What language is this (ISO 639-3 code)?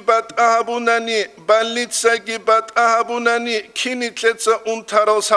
ava